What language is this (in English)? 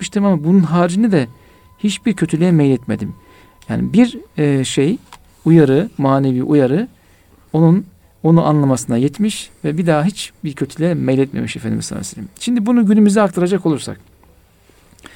Turkish